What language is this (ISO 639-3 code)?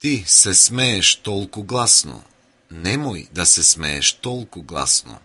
mkd